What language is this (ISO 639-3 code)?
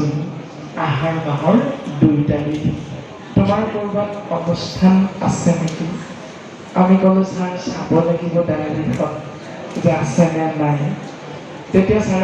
asm